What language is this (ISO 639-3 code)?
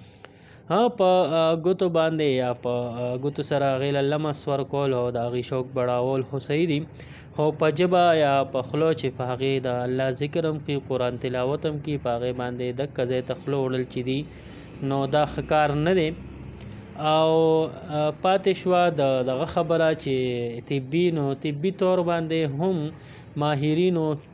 pus